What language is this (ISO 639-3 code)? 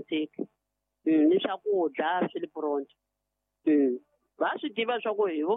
tso